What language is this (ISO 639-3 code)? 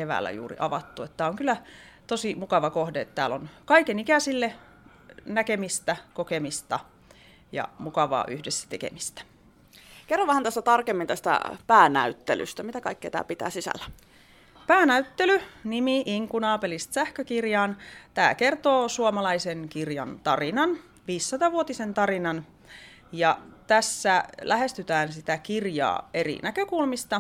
fin